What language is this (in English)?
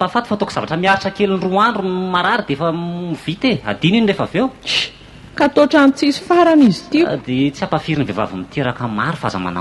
Malagasy